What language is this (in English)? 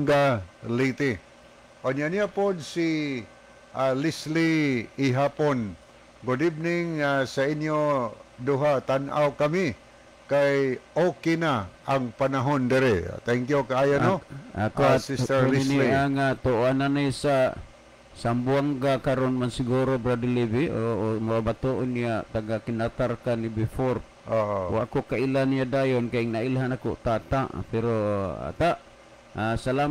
Cebuano